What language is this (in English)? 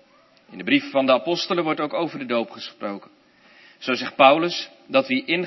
Dutch